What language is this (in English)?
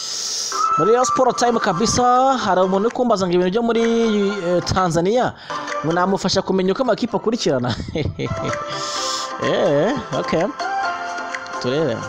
Kinyarwanda